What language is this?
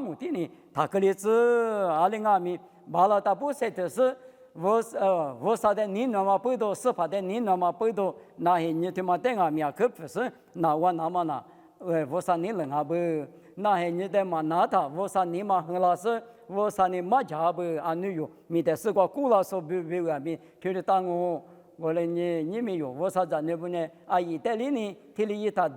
Lisu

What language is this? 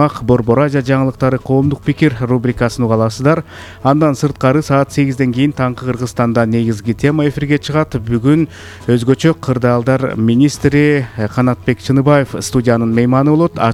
Kyrgyz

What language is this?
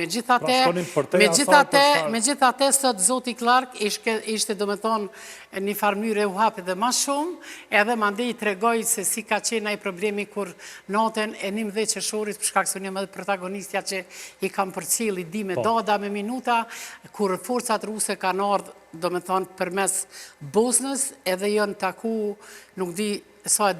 Albanian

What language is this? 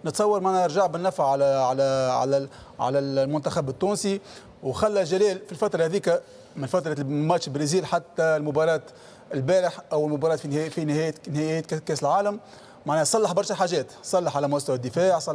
Tunisian Arabic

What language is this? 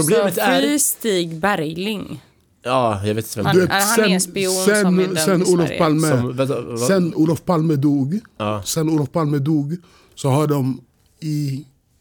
Swedish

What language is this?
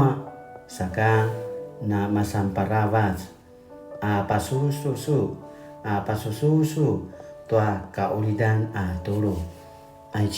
Paiwan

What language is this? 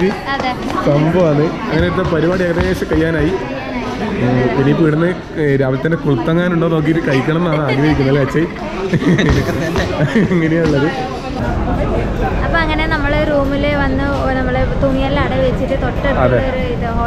Malayalam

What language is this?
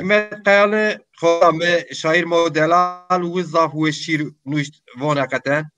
Zaza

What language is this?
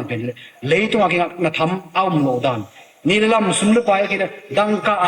Tedim Chin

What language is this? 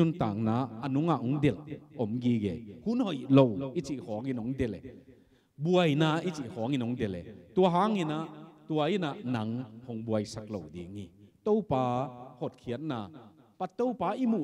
Tedim Chin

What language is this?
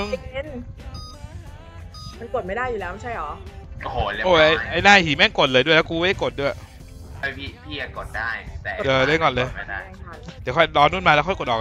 Thai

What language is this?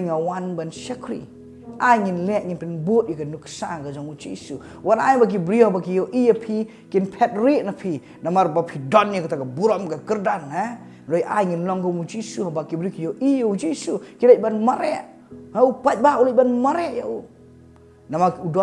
Khasi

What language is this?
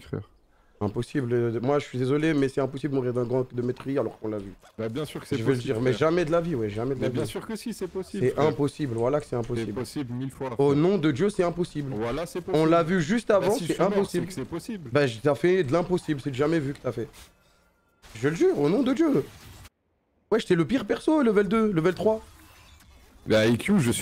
French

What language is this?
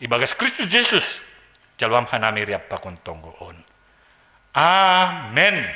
Batak Simalungun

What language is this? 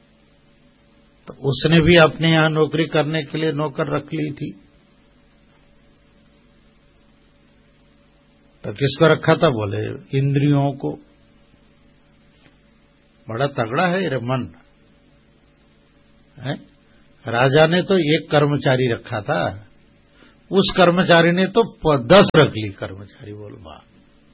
Hindi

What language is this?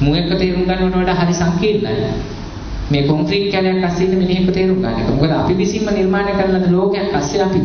Sinhala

